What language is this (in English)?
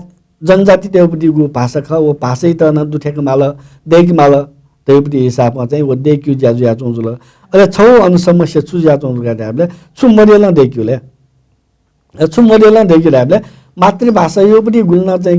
Newari